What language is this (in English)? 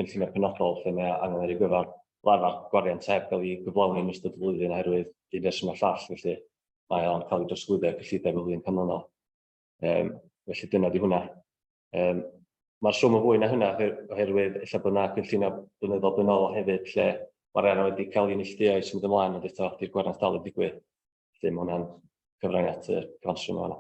Welsh